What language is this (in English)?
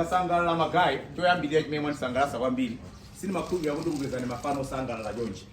Nyanja